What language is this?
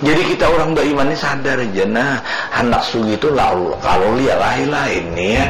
Banjar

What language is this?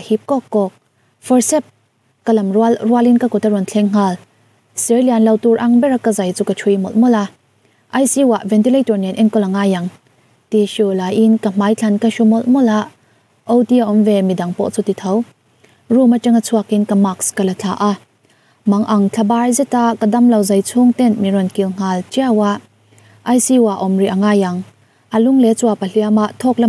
Mizo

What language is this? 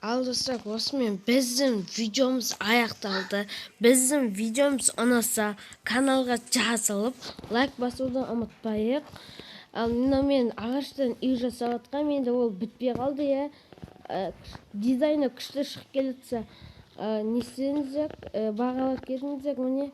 Kazakh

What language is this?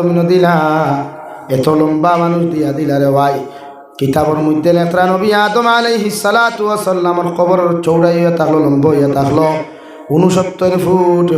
Sylheti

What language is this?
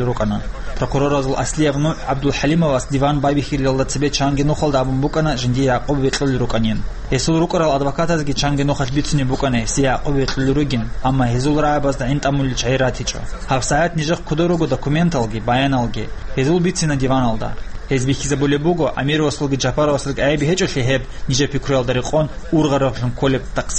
Avaric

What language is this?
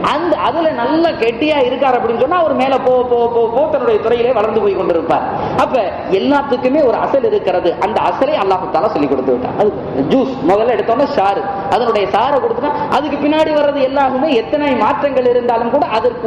Tamil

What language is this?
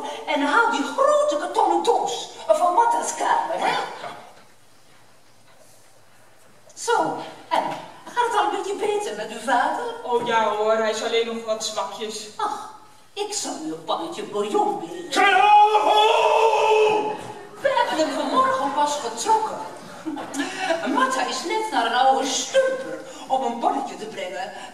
Dutch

